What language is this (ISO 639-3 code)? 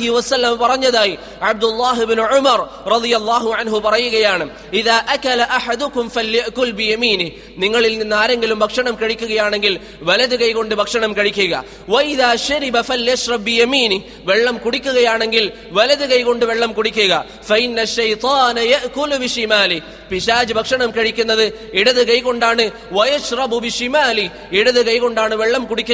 mal